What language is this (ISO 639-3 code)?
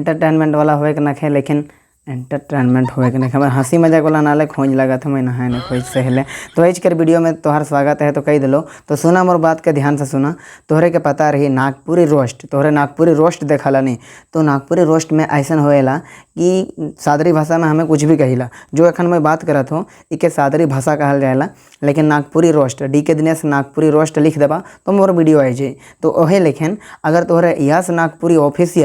sck